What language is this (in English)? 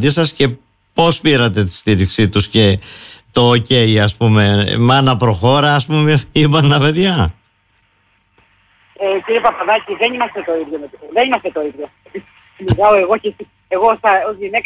Greek